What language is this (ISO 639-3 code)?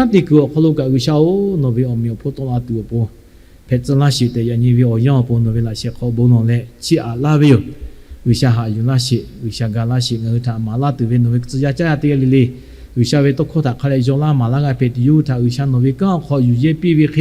lhu